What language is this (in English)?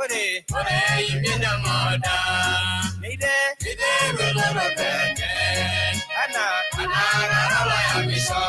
Masai